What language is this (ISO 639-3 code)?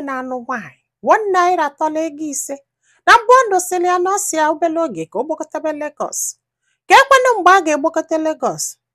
ibo